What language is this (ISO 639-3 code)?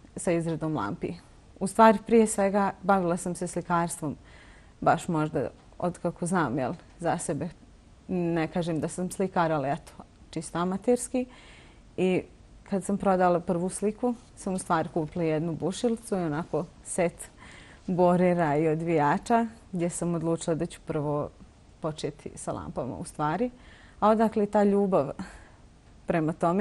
bos